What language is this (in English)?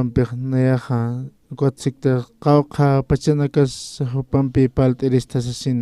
Aymara